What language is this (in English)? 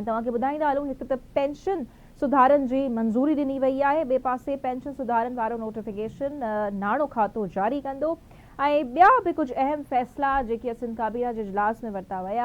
Sindhi